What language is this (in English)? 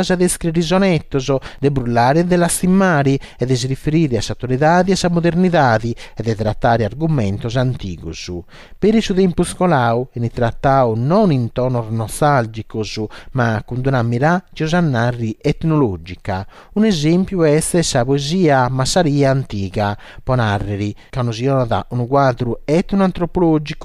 Sardinian